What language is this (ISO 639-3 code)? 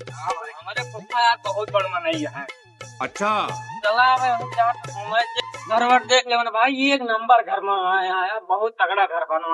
awa